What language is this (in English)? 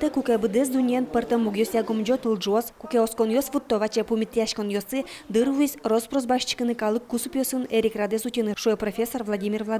Udmurt